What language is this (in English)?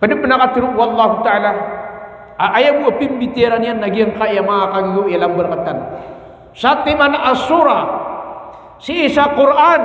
Maranao